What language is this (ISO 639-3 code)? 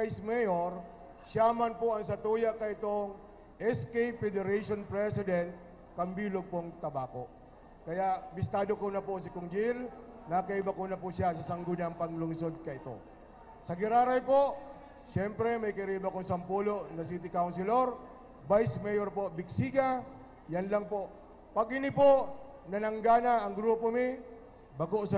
bik